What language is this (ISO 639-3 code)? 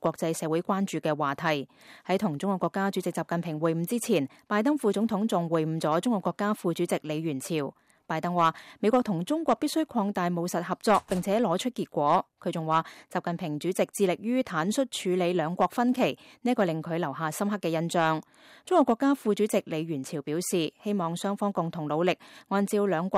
yue